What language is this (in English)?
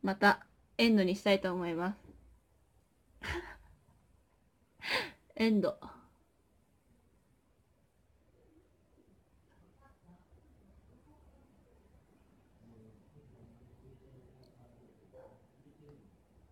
Japanese